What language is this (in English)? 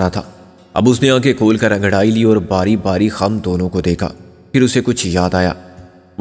Urdu